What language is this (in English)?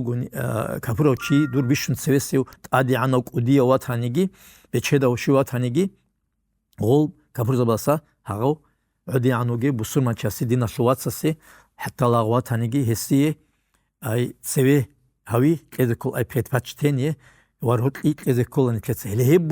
Avaric